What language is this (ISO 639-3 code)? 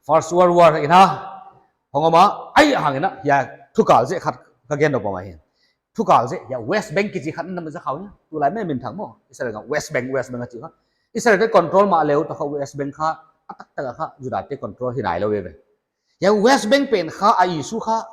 pck